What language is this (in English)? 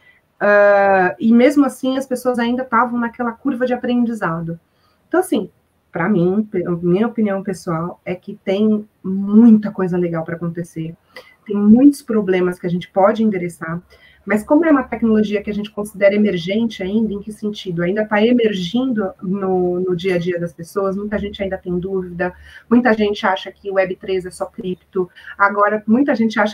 Portuguese